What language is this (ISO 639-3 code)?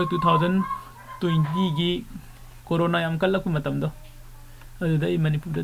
mni